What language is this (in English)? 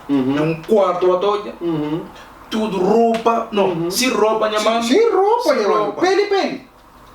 Kabuverdianu